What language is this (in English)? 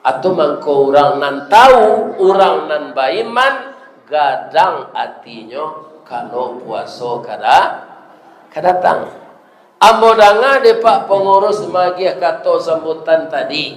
Minangkabau